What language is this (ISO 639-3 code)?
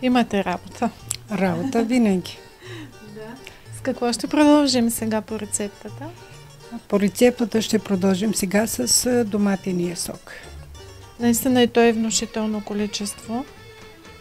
bul